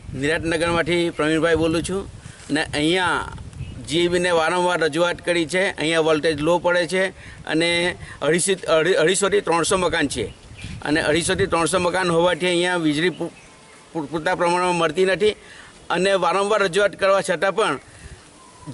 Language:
Gujarati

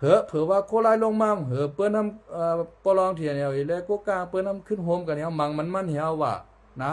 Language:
Shan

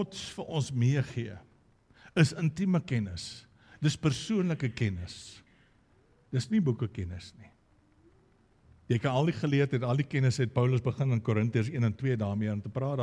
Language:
Afrikaans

